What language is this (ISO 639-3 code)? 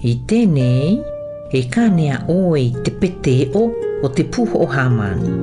mqm